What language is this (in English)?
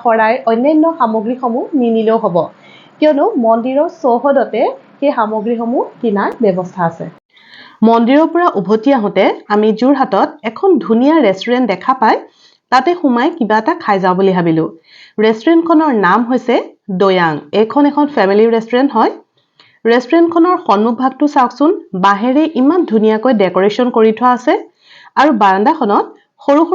Assamese